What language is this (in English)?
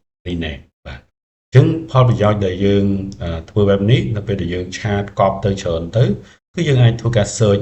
Khmer